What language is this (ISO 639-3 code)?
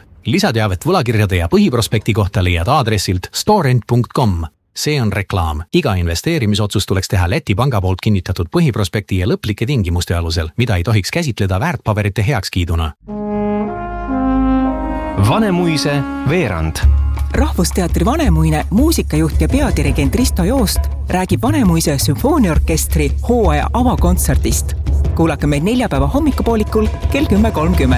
est